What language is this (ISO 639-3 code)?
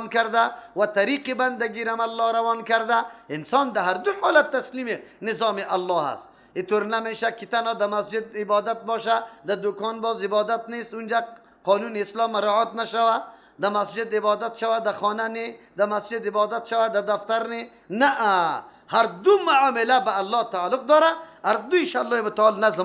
fas